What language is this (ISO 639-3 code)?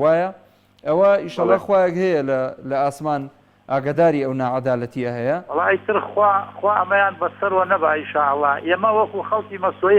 ckb